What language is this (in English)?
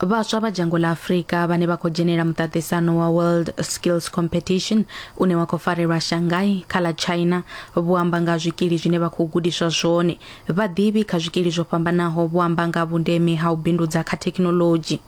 Venda